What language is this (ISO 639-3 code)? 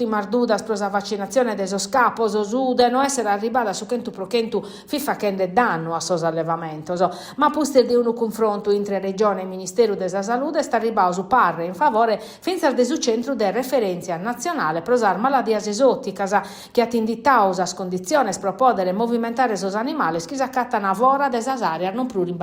srd